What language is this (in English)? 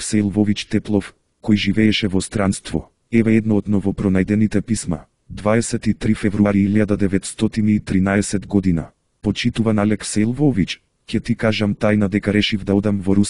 Macedonian